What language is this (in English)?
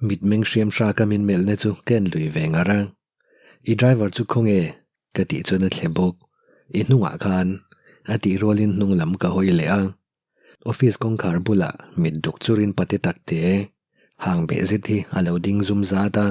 Mizo